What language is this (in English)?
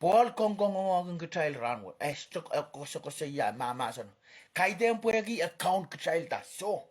Pohnpeian